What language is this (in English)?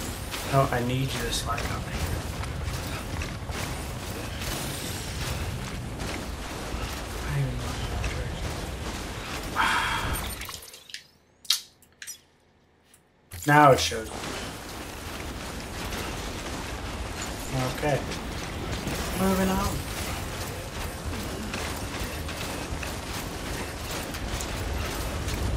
English